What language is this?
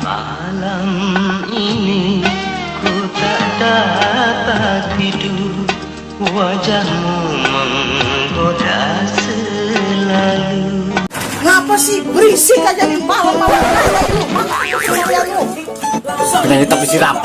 Betawi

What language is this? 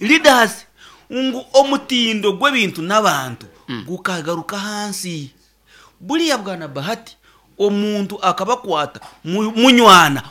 Nyankole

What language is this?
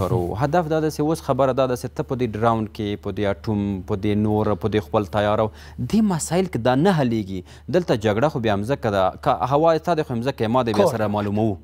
Pashto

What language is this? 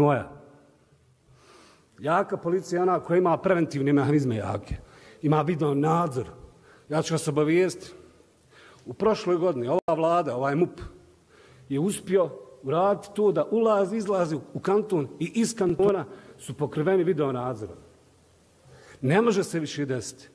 Bosnian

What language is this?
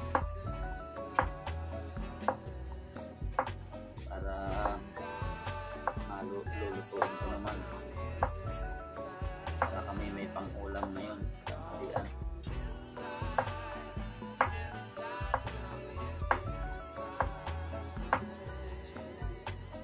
Filipino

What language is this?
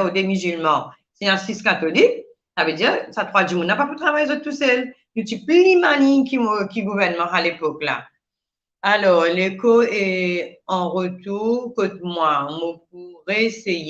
Morisyen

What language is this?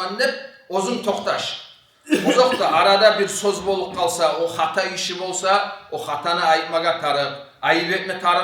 Kumyk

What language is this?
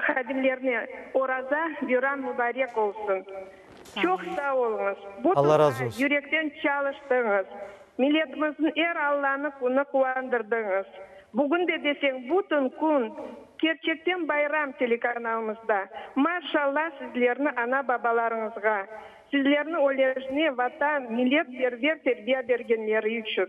Crimean Tatar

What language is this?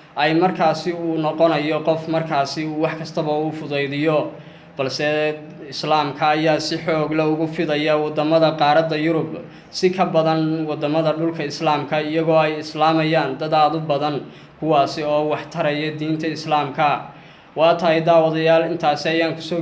Somali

